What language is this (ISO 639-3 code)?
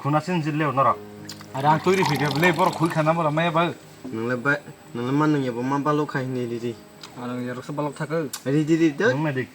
trp